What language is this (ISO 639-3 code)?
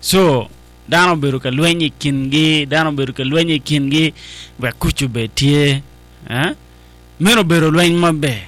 ach